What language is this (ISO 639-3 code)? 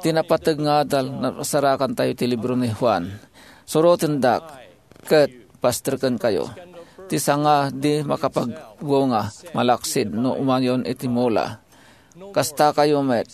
ilo